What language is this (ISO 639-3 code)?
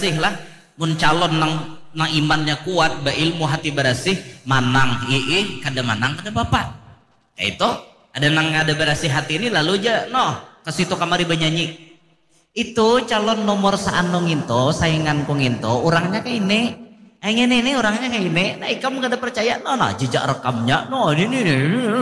bjn